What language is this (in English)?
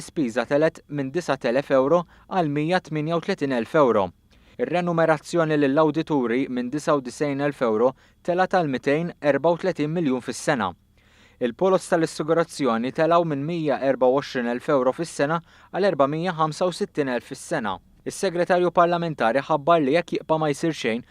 Maltese